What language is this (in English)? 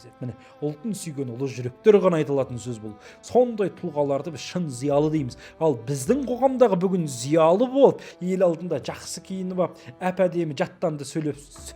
Kazakh